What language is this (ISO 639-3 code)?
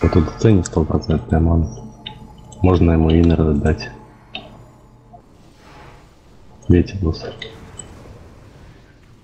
rus